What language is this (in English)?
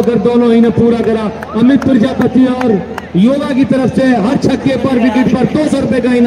Hindi